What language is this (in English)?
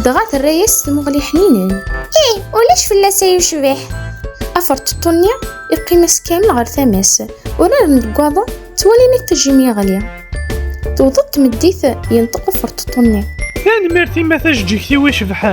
Kabyle